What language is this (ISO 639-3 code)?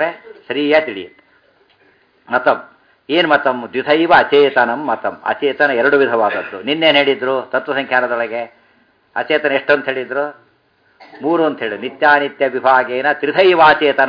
kan